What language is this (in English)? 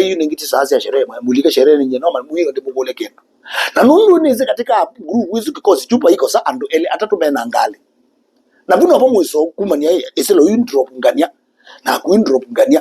Kamba